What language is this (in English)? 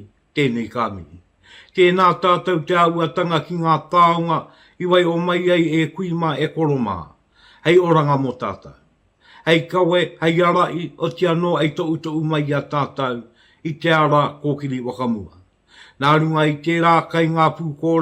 Māori